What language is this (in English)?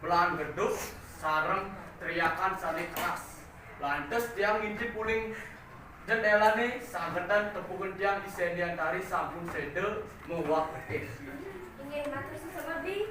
Balinese